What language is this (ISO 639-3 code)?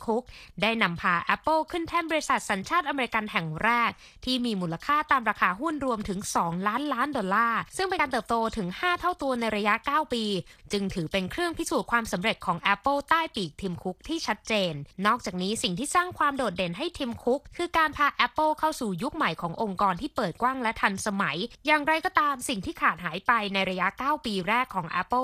tha